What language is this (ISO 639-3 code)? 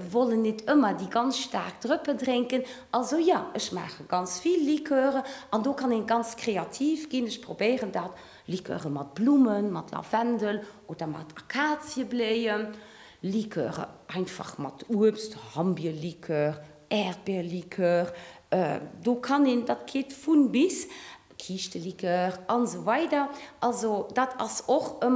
ltz